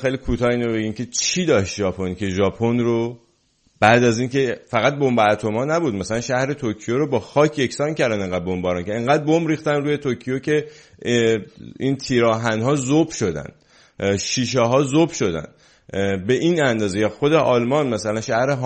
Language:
Persian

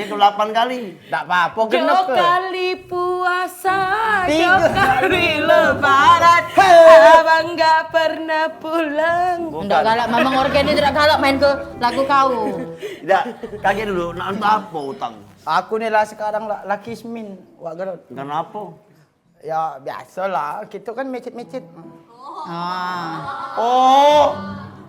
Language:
Musi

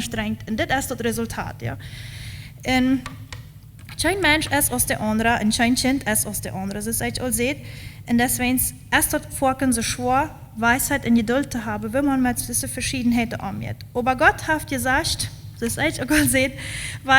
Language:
Plautdietsch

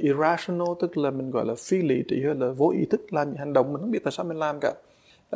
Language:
Vietnamese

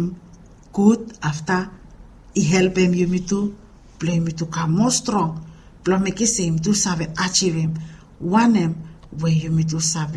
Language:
Bislama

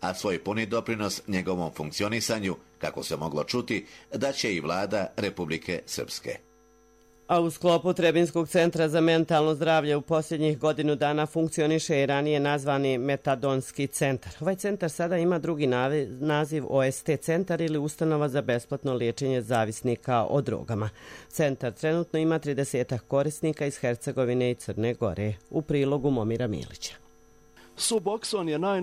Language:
Croatian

